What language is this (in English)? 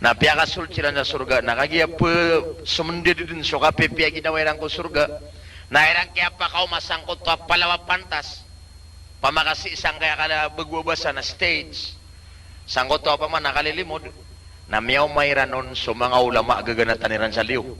Maranao